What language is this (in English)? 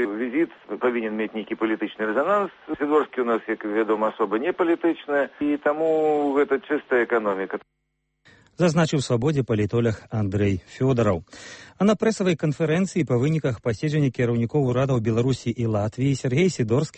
Belarusian